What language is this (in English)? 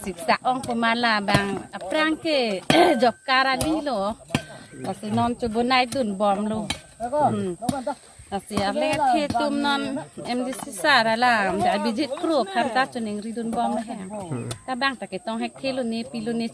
Karbi